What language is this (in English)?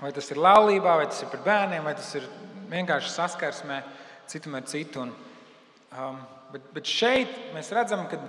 Latvian